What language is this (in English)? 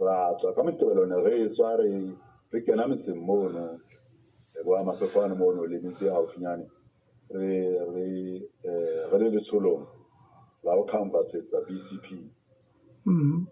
Southern Sotho